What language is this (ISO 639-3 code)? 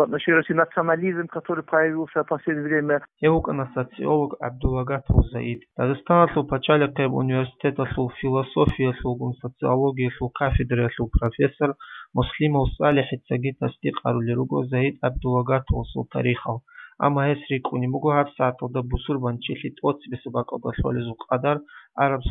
ava